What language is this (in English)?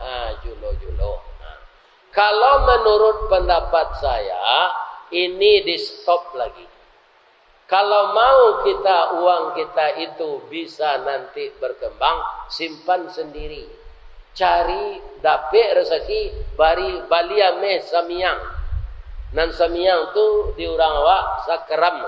Minangkabau